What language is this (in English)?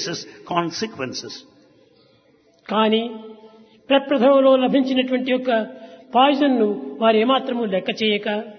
Telugu